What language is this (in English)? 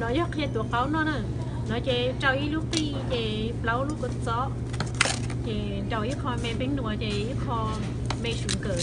Hmong